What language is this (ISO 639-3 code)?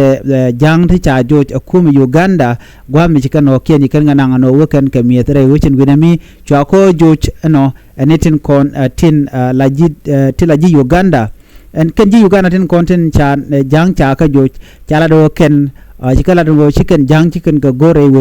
nus